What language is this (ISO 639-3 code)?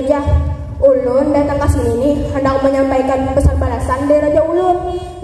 bjn